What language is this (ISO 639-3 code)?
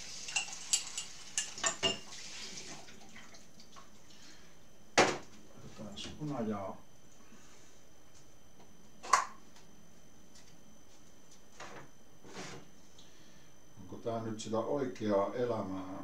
fin